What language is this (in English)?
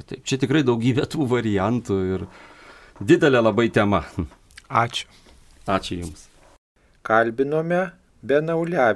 Lithuanian